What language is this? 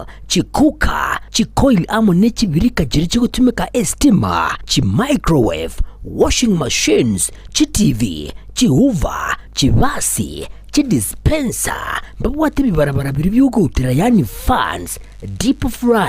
Gusii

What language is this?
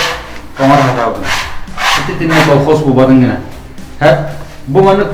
Yakut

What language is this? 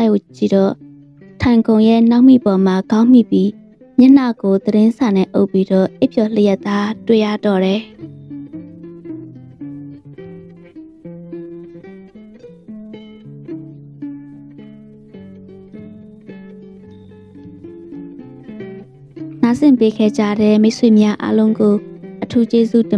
Burmese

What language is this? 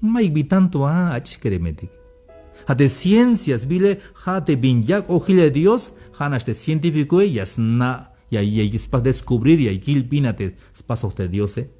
Tzeltal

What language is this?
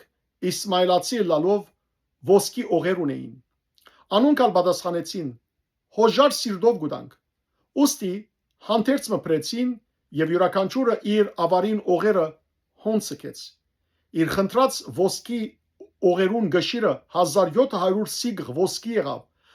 Western Armenian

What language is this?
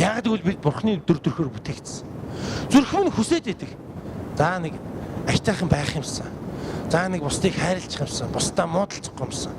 Mongolian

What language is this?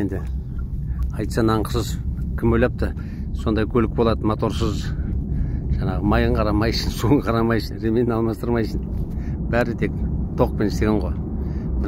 Kazakh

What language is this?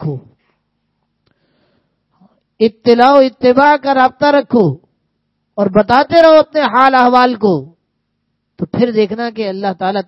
Urdu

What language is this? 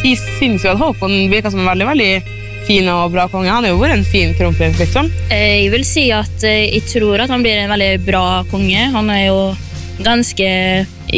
Norwegian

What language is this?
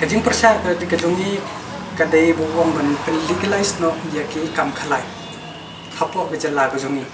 Khasi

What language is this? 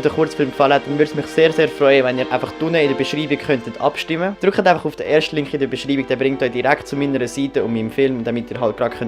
Swiss German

